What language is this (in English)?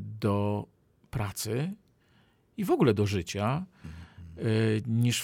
Polish